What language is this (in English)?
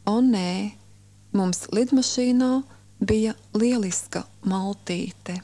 Latvian